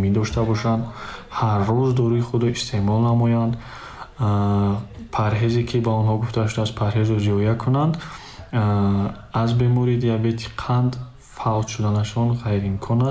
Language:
Tajik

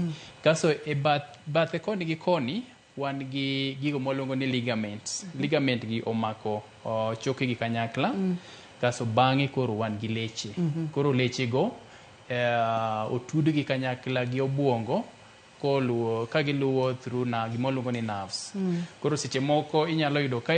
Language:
Luo (Kenya and Tanzania)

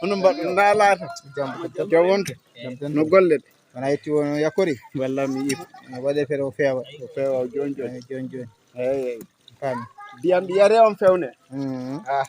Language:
Fula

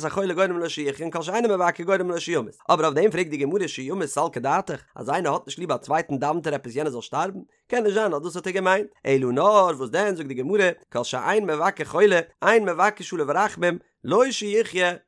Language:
Yiddish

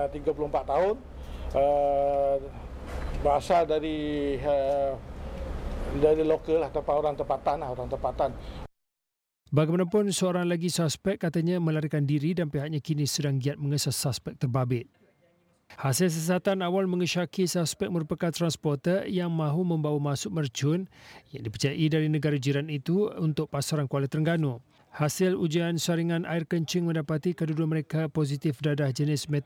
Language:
Malay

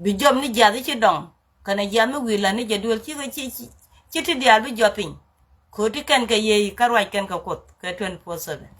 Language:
Nuer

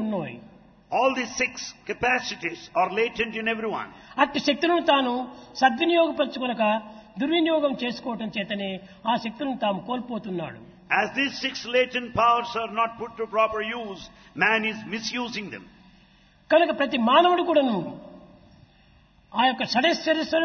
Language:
Telugu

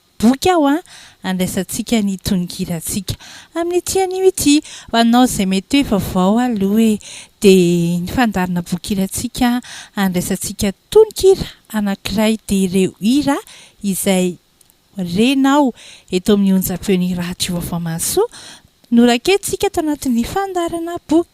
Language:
Malagasy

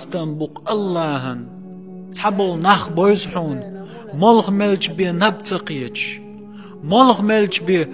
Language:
Chechen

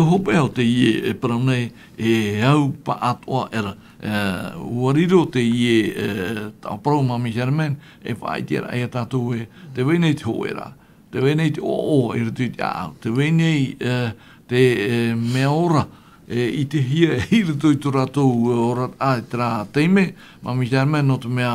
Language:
Tahitian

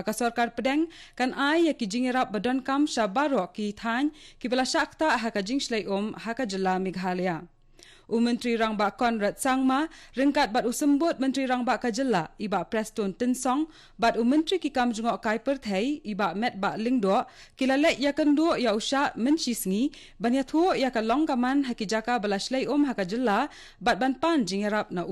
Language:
Khasi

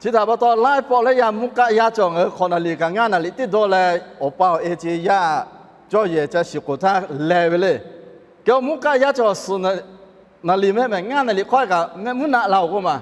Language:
Lahu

